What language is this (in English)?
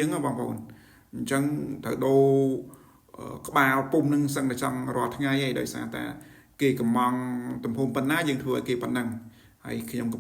Khmer